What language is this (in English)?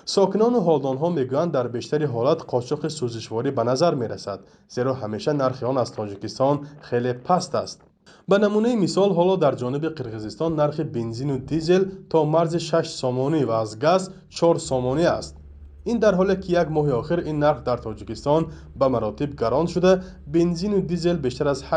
Tajik